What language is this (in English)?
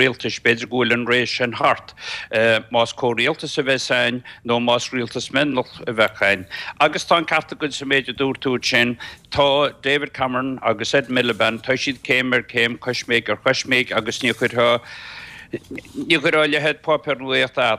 Irish